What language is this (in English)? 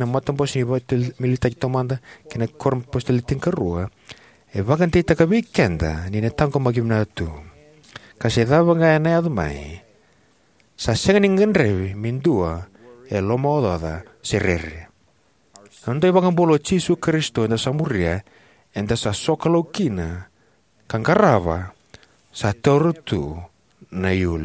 Fijian